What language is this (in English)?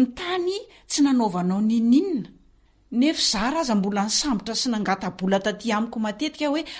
Malagasy